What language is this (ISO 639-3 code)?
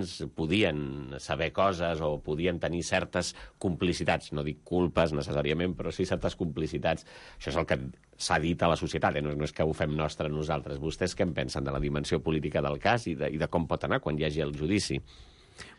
cat